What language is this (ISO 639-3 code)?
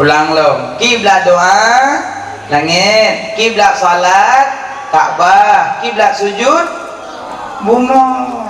ace